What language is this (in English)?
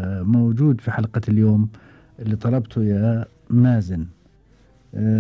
Gulf Arabic